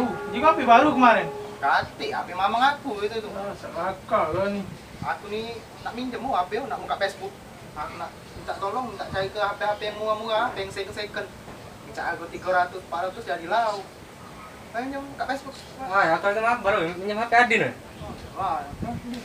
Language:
Musi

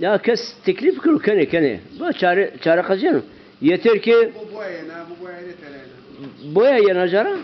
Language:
Zaza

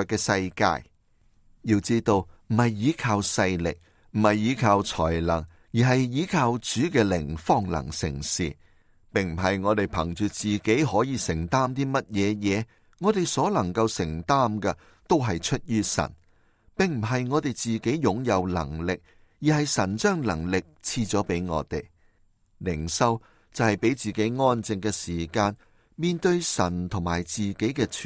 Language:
Cantonese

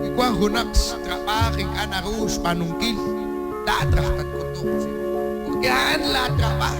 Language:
Kekchí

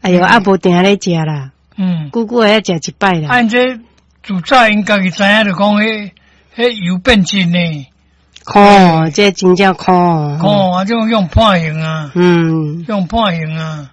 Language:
Min Nan Chinese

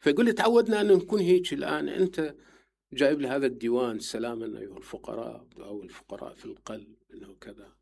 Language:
Mesopotamian Arabic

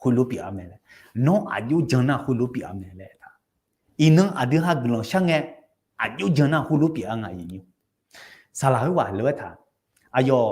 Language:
Akha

